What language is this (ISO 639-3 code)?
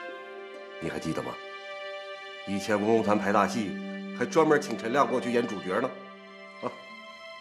zho